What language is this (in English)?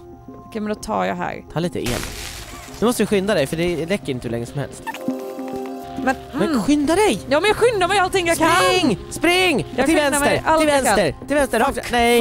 Swedish